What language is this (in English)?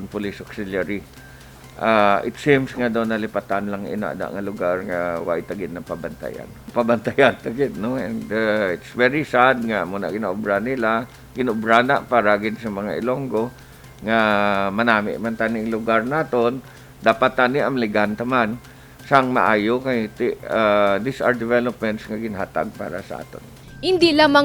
Hiligaynon